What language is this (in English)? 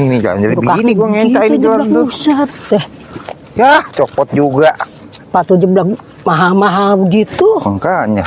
Betawi